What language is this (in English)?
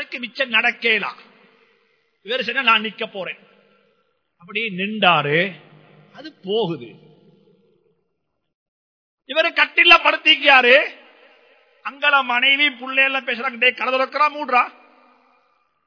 Tamil